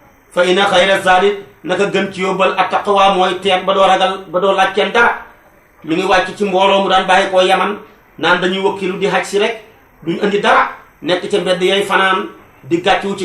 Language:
Wolof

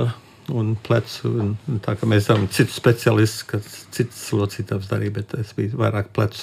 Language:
Latvian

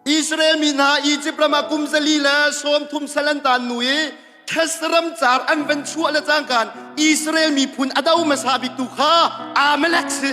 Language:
Hakha Chin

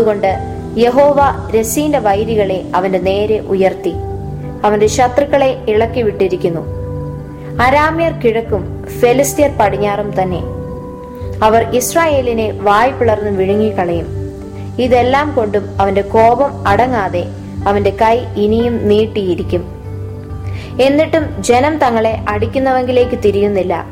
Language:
Malayalam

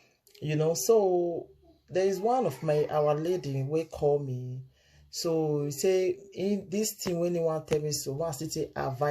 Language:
Nigerian Pidgin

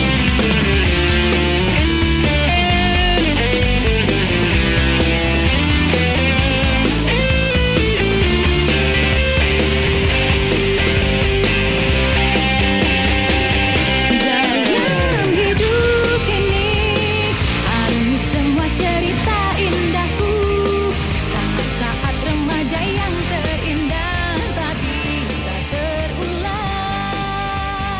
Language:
Indonesian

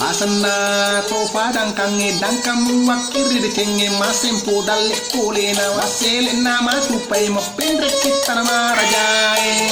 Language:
Buginese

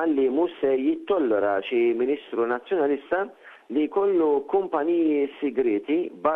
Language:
Maltese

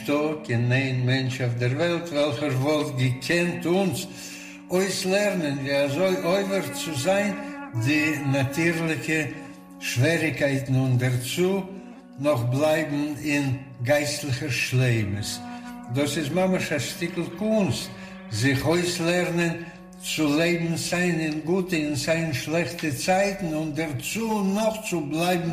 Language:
Yiddish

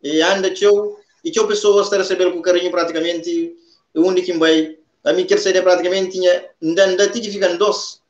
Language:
Kabuverdianu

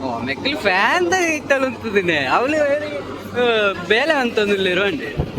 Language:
Tulu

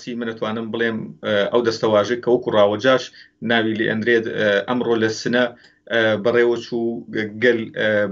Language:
Central Kurdish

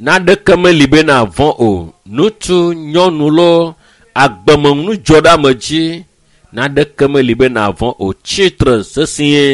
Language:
Ewe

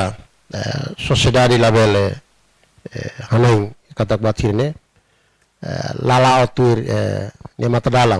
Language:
Tetum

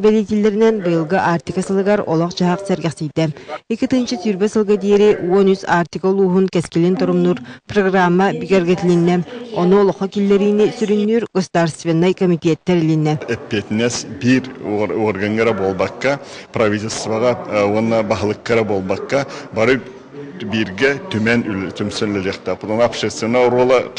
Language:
Yakut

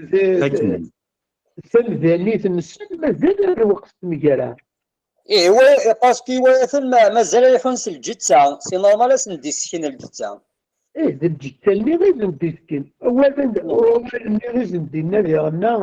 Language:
Kabyle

